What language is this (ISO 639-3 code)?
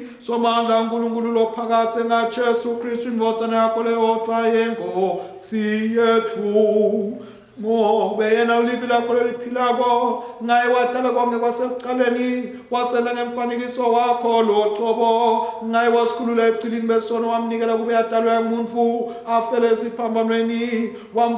ssw